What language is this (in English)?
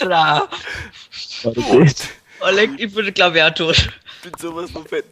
Bavarian